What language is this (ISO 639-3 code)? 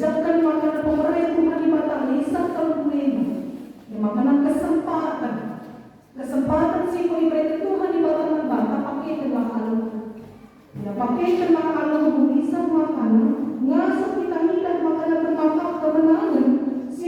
btx